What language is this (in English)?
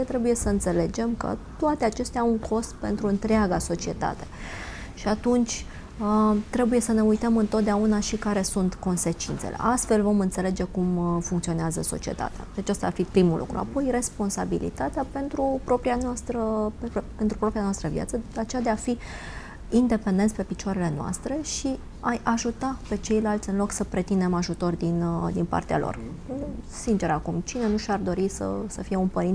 Romanian